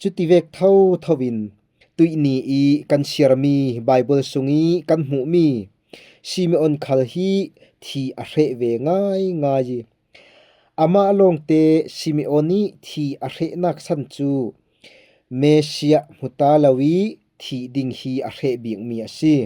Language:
Falam Chin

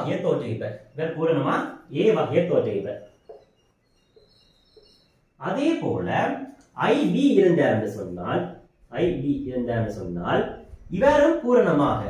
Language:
Tamil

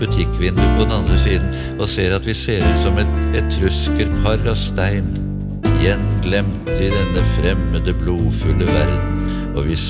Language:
Norwegian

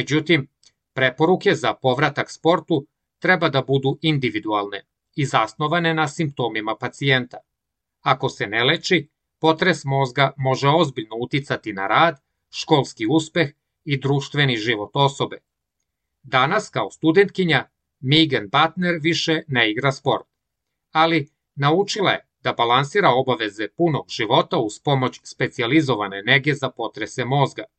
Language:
Serbian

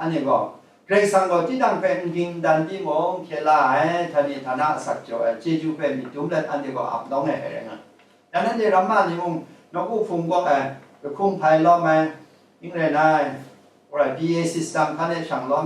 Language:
Kachin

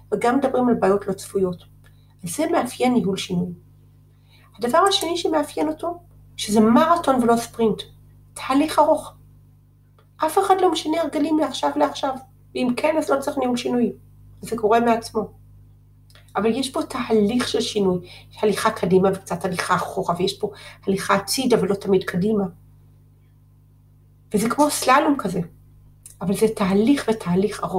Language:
Hebrew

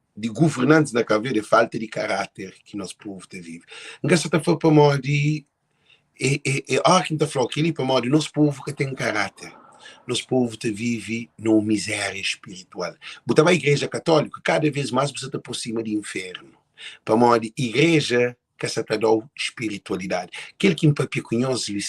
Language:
Kabuverdianu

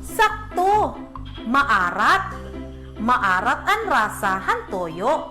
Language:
Waray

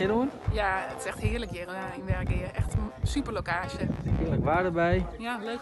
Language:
Western Frisian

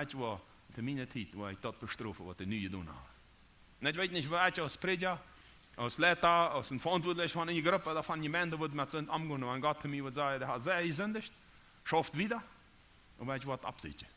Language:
Plautdietsch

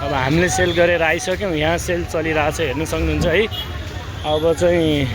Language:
Nepali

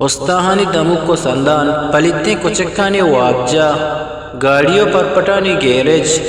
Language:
Eastern Balochi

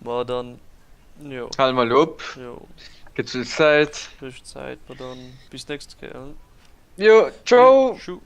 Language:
Luxembourgish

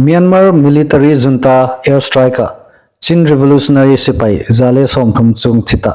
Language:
Hmar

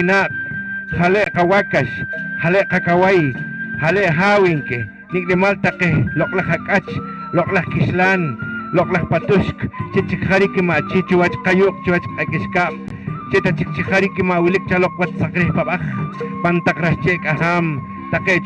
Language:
Poqomchi'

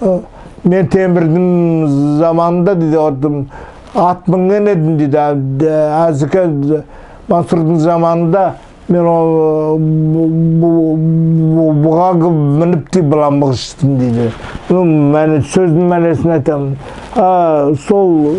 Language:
Nogai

